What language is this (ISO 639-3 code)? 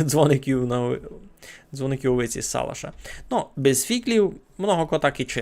rue